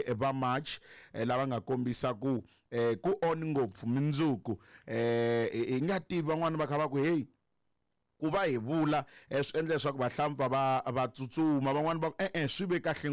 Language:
Tsonga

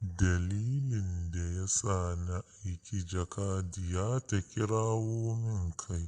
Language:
Hausa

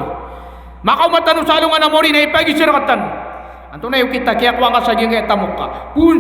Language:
Maranao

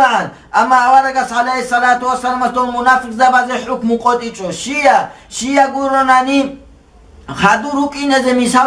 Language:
Avaric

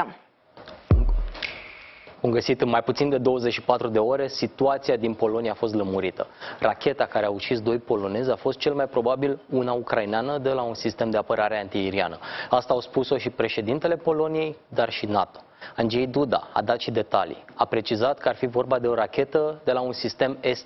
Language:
Romanian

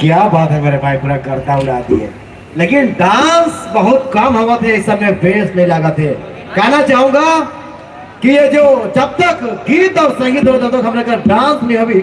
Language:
Sadri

